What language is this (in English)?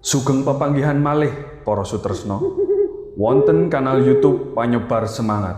Javanese